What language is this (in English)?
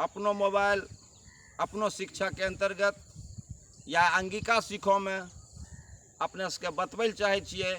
Angika